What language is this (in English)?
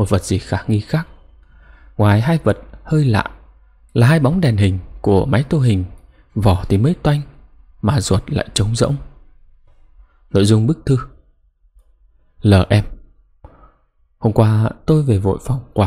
Vietnamese